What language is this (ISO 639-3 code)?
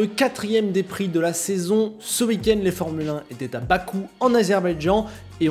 fra